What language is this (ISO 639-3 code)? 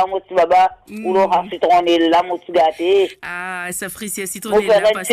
mfe